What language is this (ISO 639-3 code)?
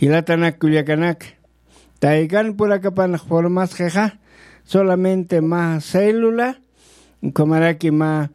aym